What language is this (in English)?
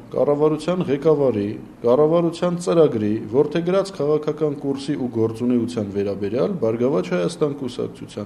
Armenian